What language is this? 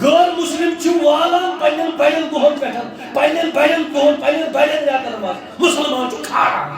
Kashmiri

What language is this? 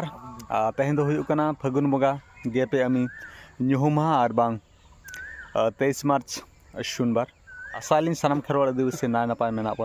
Santali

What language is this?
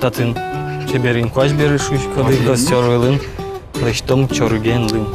Udmurt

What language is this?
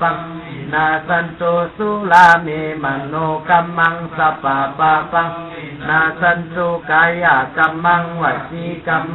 Pali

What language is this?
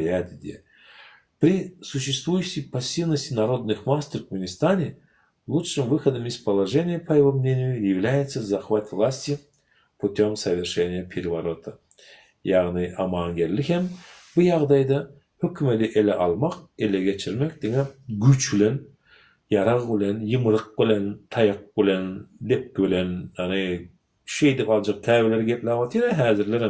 Turkmen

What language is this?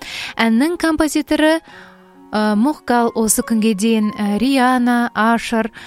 Kazakh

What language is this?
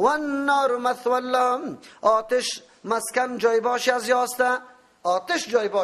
Persian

